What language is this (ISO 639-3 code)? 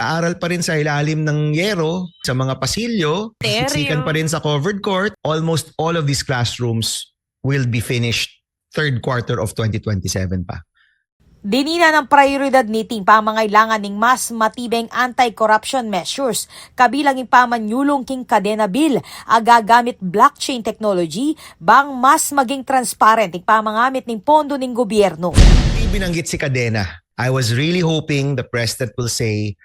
pam